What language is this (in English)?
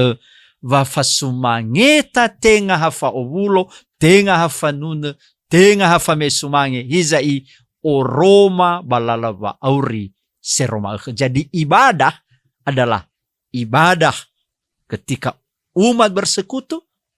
Nias